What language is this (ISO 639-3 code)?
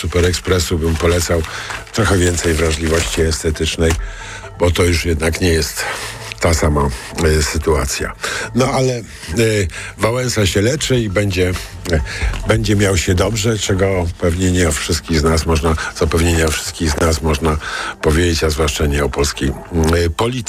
pol